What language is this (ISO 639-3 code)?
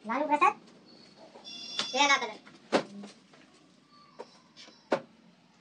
guj